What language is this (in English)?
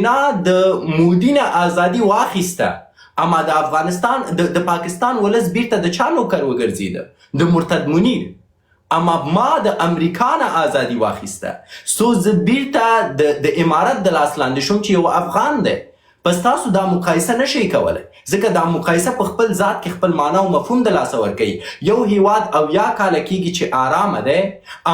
Pashto